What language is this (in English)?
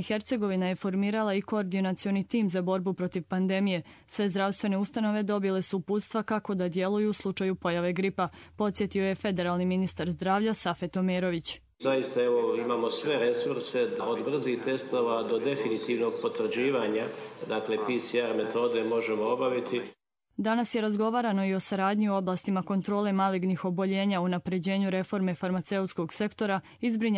Serbian